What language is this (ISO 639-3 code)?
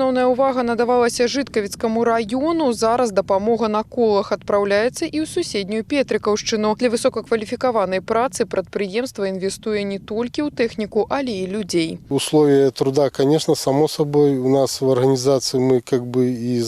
bel